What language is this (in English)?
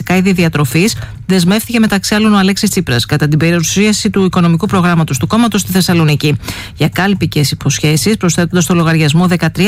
Greek